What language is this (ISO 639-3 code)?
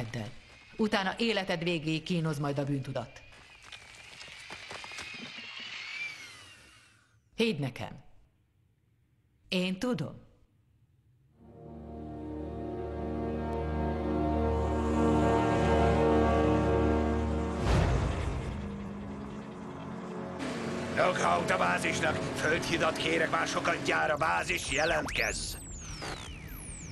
hun